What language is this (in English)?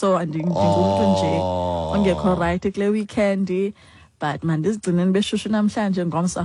Xhosa